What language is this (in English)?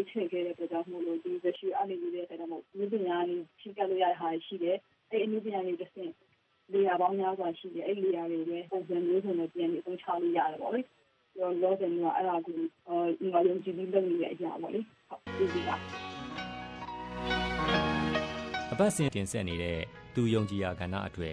Burmese